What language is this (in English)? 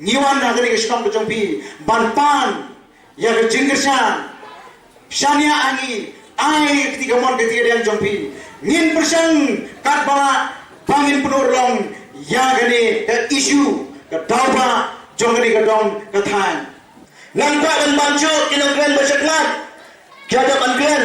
Khasi